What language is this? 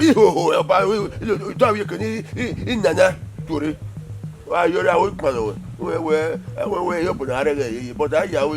Bini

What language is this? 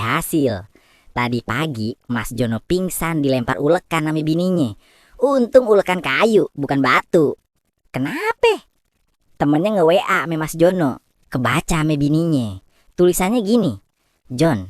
Betawi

